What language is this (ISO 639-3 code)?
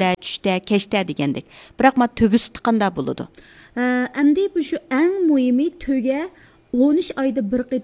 uig